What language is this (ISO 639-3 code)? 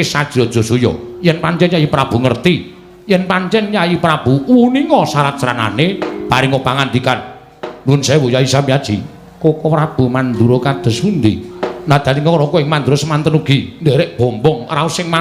jav